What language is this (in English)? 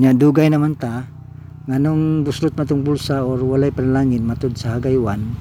Cebuano